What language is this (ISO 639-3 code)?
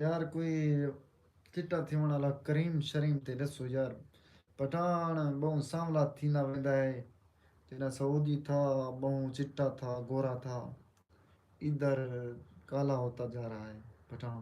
skr